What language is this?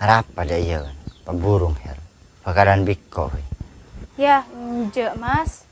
Madurese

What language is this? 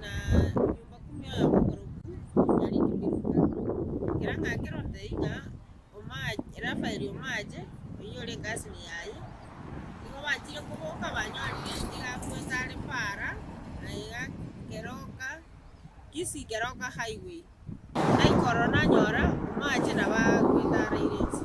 Gusii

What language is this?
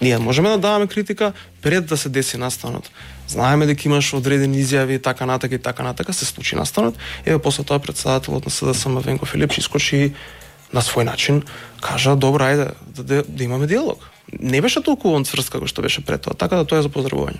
Macedonian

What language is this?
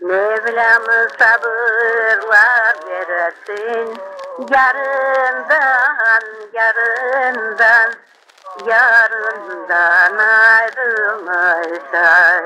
Crimean Tatar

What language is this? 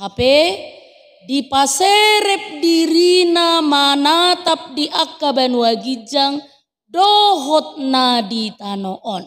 Batak Toba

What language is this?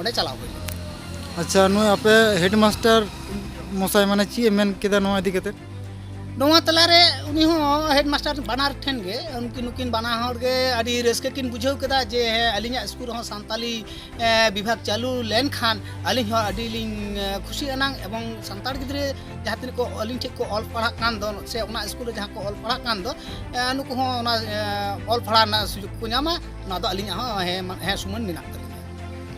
Santali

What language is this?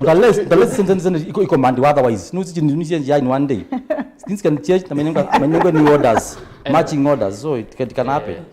Kamba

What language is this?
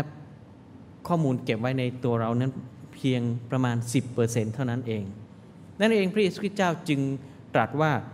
Thai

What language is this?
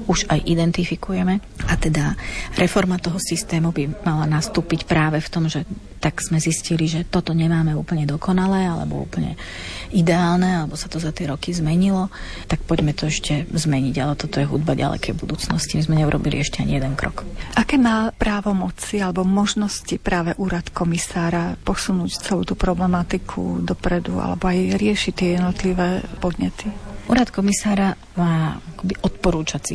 Slovak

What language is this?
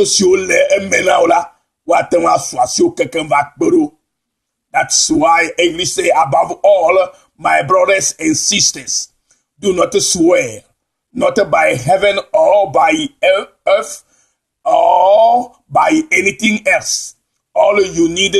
Ewe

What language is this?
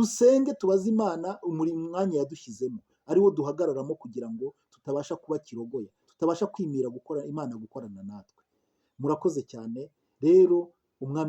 Kinyarwanda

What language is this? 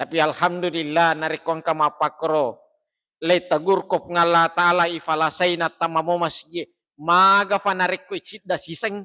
Buginese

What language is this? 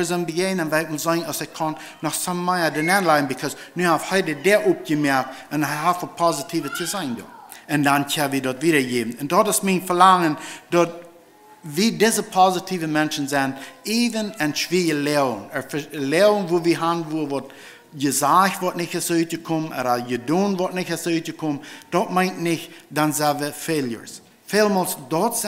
Plautdietsch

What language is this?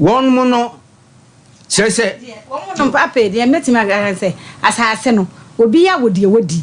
Akan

